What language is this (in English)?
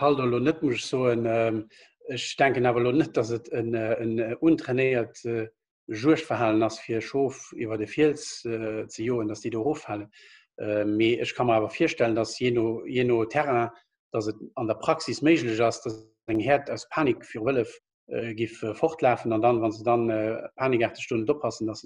Luxembourgish